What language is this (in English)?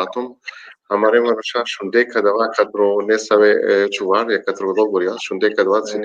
Balkan Romani